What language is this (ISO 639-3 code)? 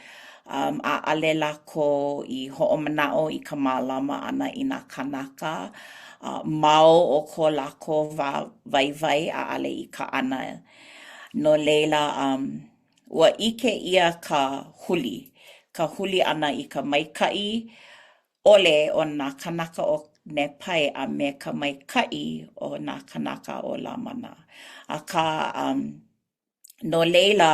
haw